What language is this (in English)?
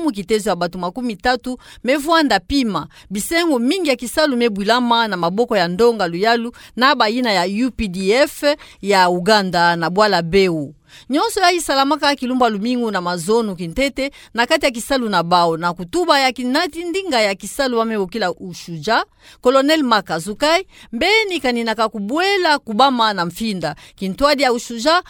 Kituba (Democratic Republic of Congo)